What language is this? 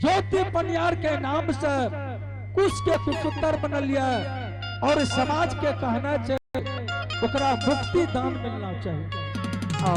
Angika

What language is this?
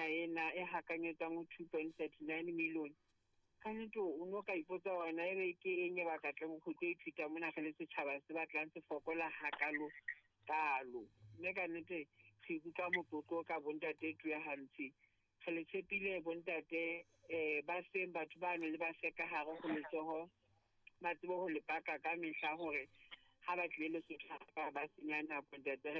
Southern Sotho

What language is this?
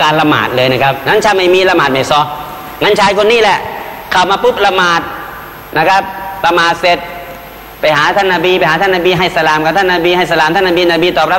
Thai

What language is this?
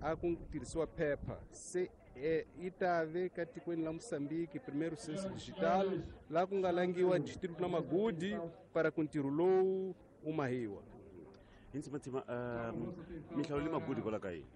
Tsonga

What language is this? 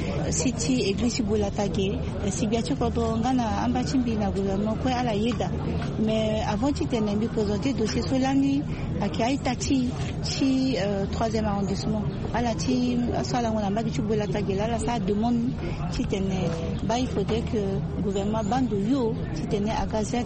Sango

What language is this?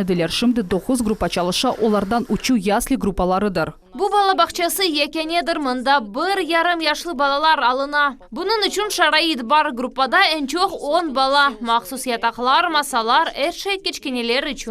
Crimean Tatar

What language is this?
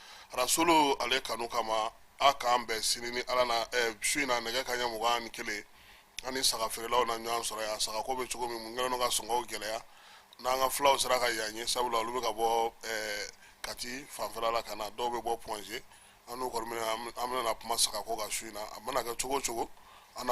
Bambara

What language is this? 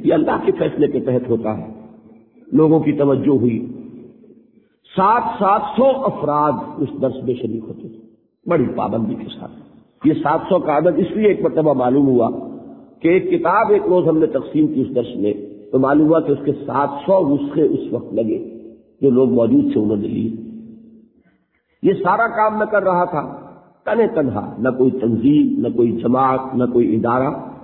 Urdu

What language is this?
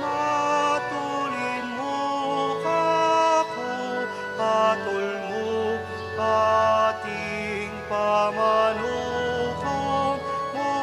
Pampanga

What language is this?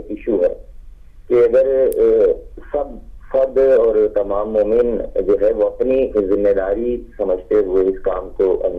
Urdu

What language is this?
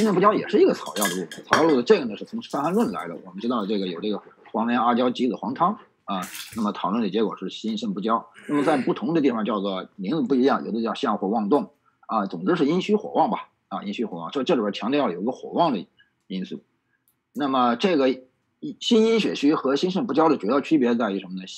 Chinese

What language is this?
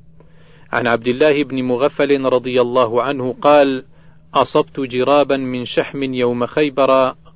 Arabic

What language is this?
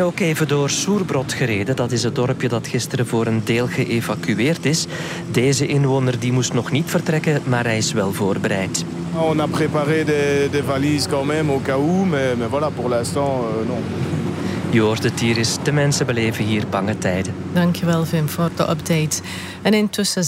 Dutch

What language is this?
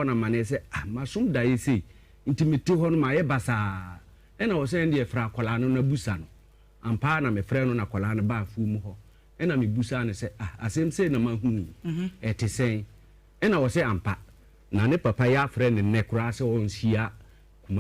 Akan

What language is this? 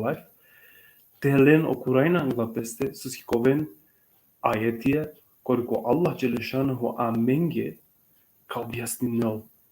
Balkan Romani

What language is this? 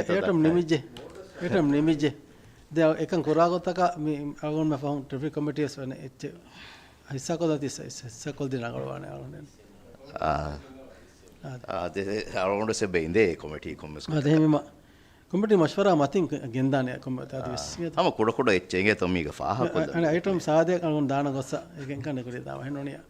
Divehi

